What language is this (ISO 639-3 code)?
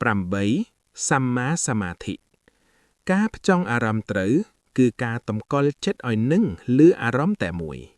khm